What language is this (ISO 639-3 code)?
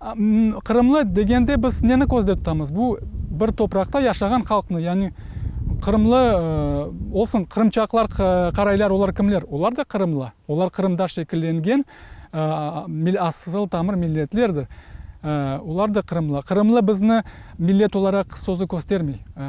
crh